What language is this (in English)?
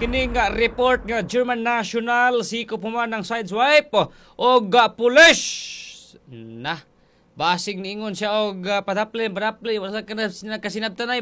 Cebuano